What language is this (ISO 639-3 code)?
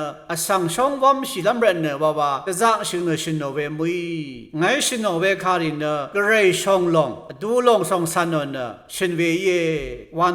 raw